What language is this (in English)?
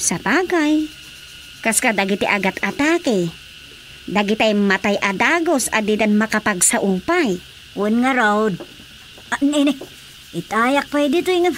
Iloko